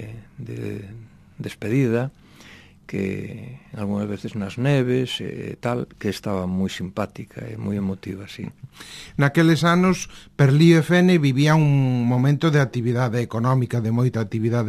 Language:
Galician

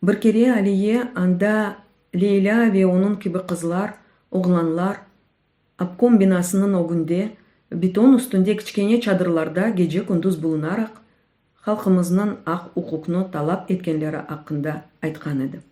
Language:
Crimean Tatar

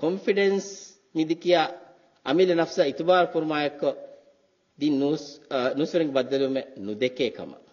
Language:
Divehi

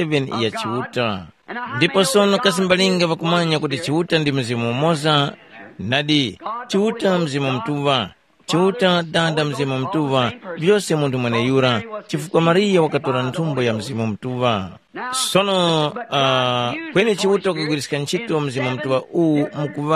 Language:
Tumbuka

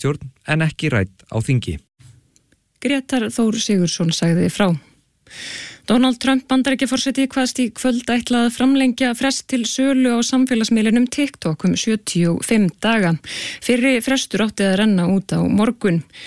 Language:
Icelandic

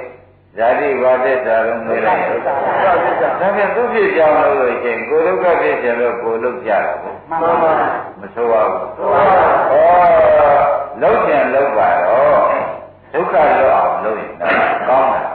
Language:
Burmese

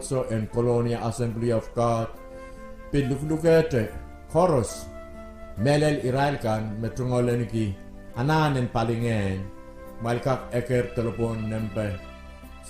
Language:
Pohnpeian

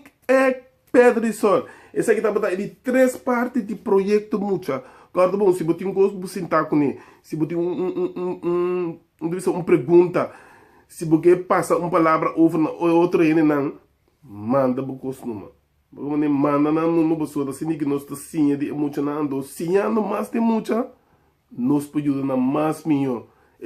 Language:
Papiamento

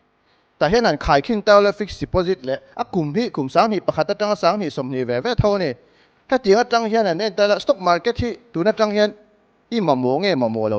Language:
Mizo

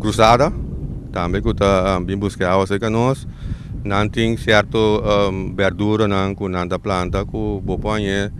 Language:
Papiamento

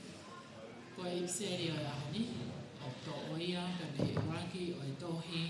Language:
Tongan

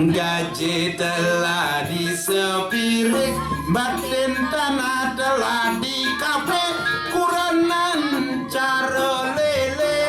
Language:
Balinese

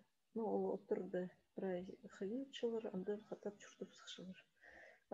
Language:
Khakas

